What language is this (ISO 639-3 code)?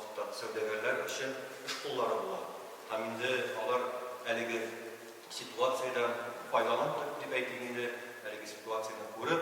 tat